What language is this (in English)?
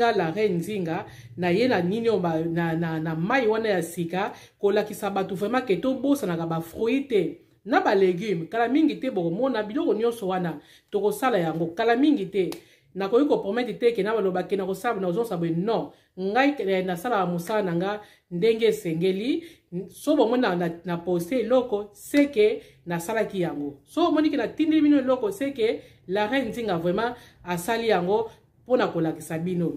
Lingala